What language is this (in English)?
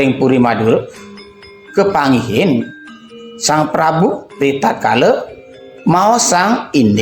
Balinese